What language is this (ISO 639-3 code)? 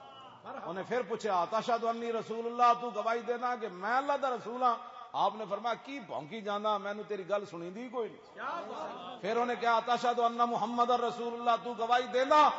lah